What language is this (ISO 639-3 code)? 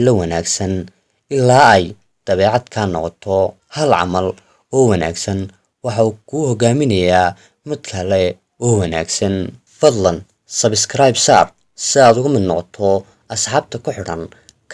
som